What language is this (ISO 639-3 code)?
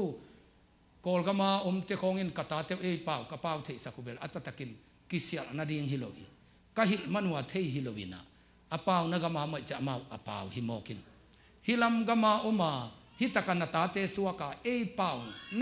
ctd